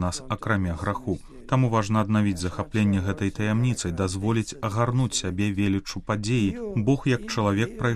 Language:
Belarusian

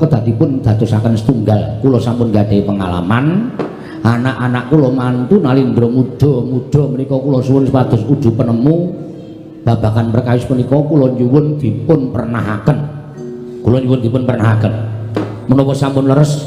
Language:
Javanese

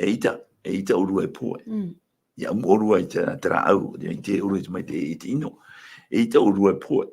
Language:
Tahitian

